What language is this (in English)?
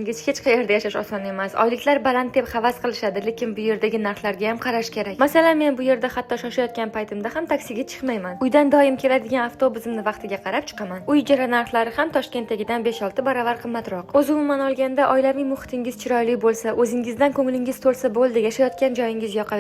Uzbek